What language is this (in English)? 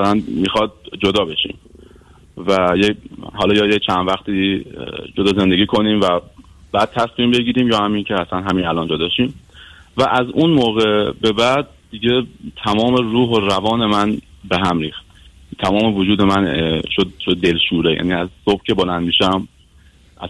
Persian